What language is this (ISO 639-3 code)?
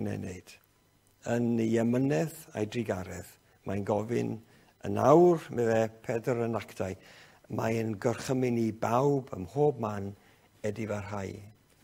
cym